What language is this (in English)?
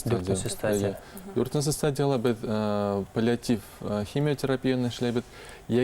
Bashkir